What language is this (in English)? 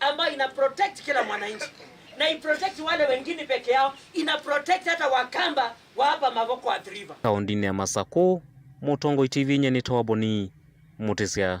Kamba